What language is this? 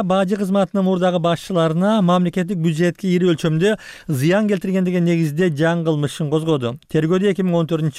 Kyrgyz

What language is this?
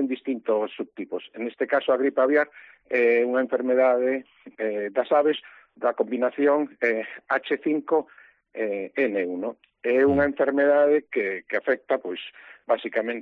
Galician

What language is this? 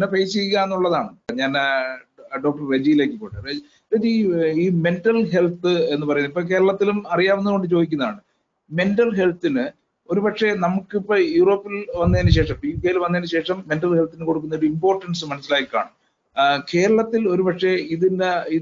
Malayalam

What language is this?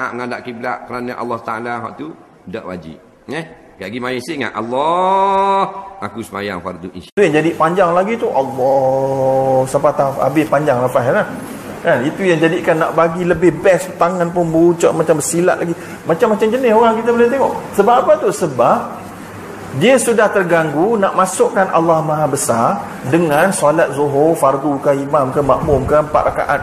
Malay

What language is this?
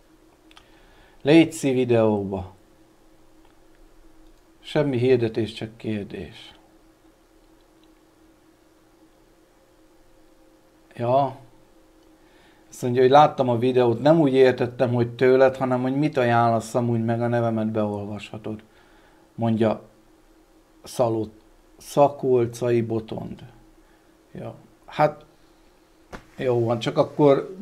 Hungarian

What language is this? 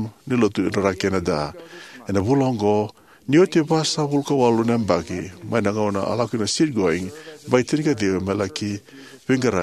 Fijian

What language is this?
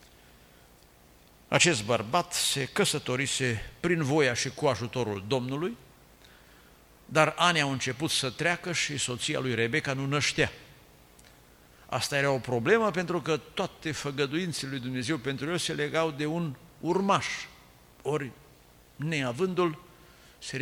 Romanian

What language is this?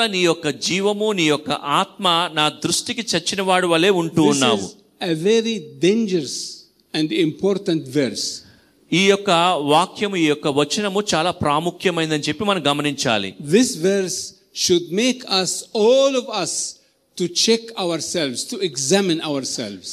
Telugu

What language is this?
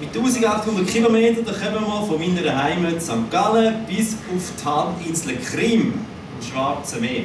Swiss German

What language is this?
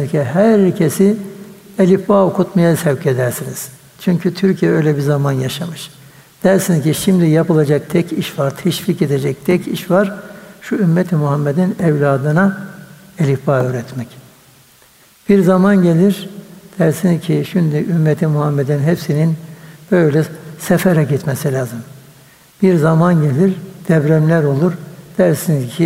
Turkish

